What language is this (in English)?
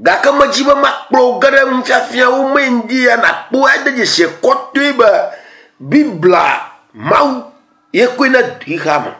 Ewe